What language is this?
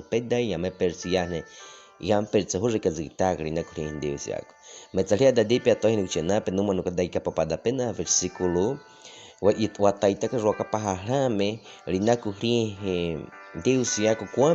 Baniwa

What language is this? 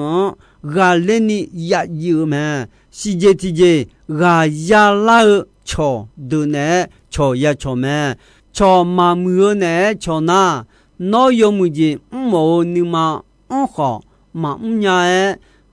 Akha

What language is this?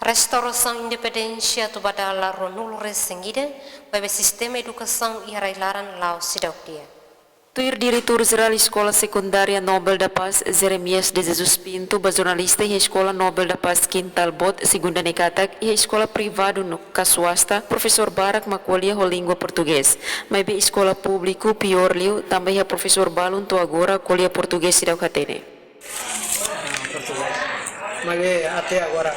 Tetum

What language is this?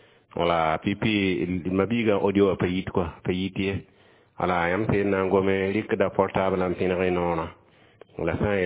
Mossi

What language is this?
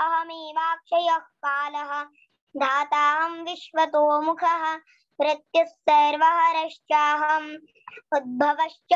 Sanskrit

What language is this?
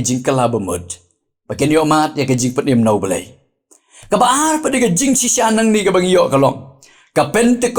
Khasi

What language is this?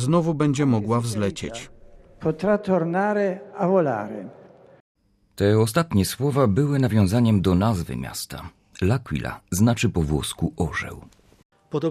Polish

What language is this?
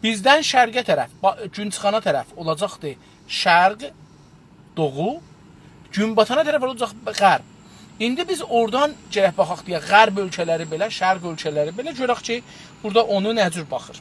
South Azerbaijani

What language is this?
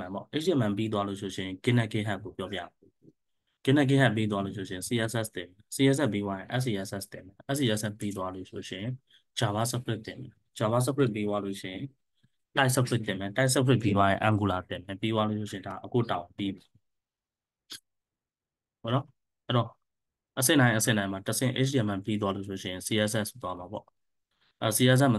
Burmese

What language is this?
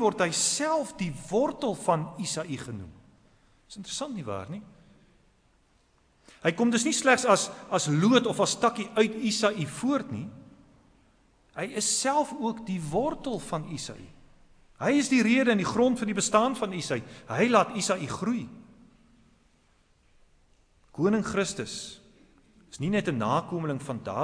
Afrikaans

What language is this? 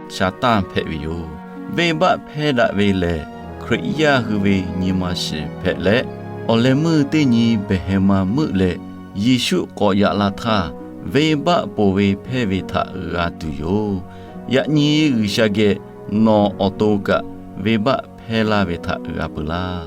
Lahu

